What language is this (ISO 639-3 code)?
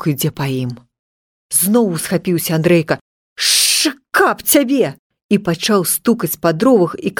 bel